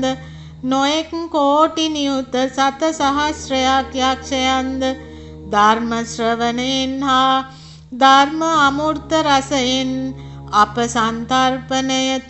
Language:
Sinhala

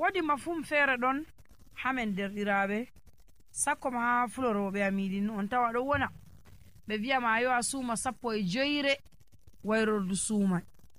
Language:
Nigerian Fulfulde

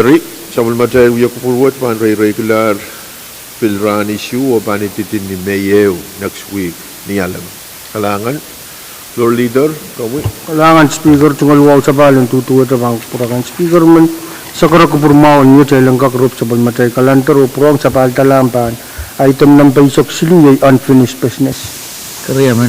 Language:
Pohnpeian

